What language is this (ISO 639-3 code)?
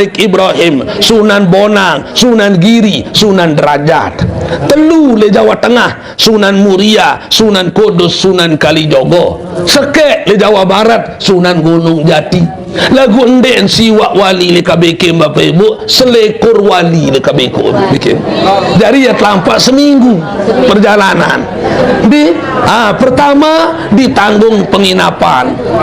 sas